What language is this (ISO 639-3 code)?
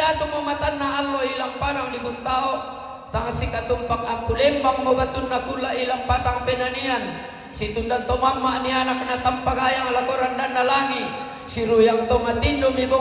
sda